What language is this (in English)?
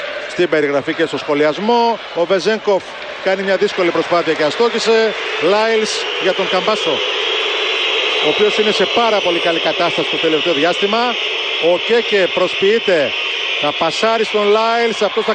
Greek